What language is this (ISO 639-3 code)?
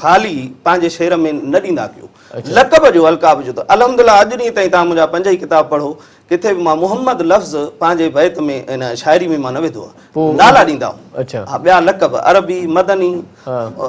snd